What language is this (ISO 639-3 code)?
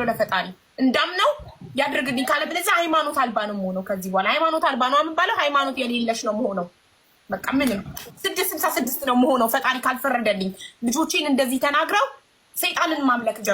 amh